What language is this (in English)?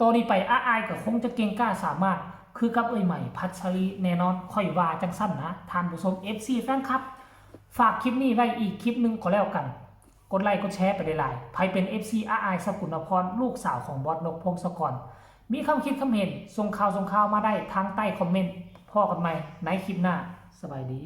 Northeastern Thai